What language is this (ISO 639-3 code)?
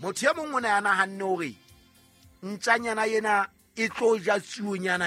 sot